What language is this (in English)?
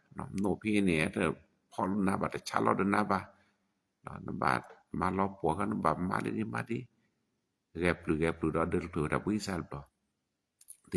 S'gaw Karen